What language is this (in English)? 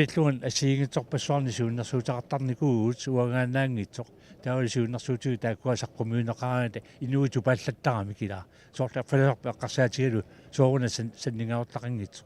Kalaallisut